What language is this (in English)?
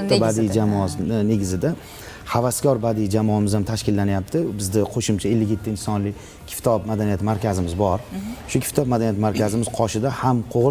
Uzbek